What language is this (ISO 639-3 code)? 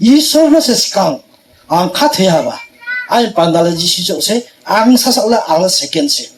ria